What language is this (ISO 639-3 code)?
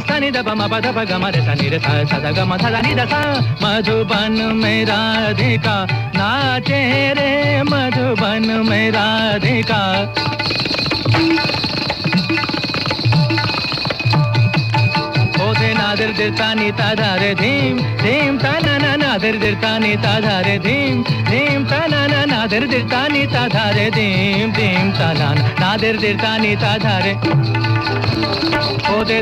hin